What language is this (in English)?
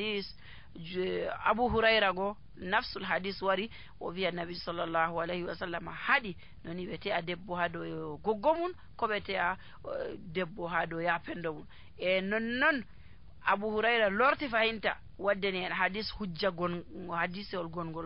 Nigerian Fulfulde